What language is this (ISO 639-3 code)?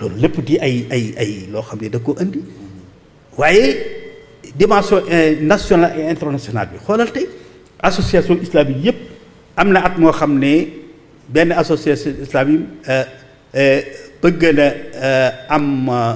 wol